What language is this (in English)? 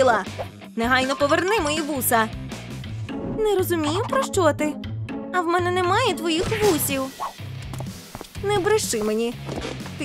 Ukrainian